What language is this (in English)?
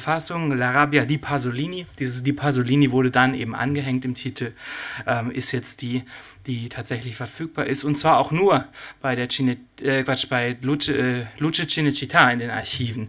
German